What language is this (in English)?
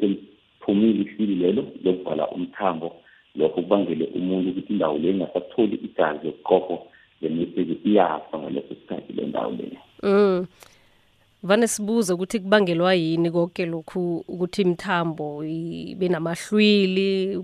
South Ndebele